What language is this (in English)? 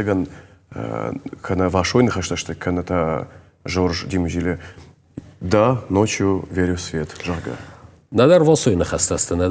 Ossetic